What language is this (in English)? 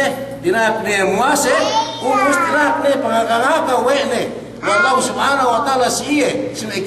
Yakan